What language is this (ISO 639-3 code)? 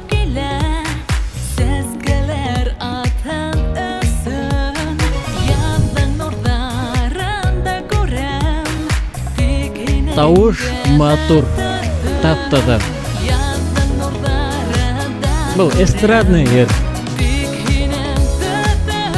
bak